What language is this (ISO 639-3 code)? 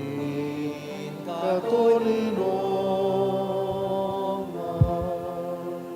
bik